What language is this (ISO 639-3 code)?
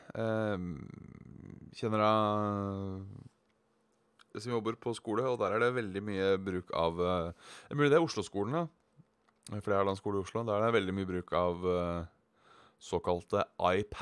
nor